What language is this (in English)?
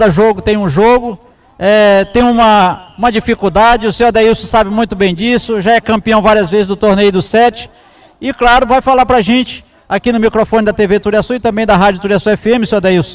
Portuguese